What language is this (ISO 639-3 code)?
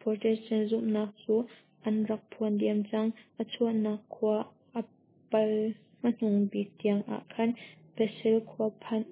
cnh